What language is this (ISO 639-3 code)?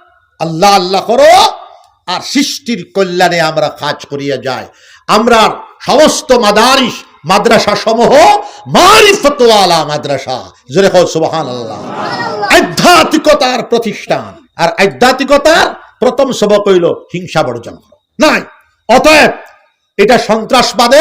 syl